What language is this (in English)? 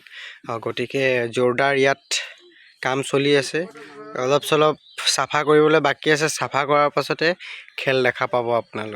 Assamese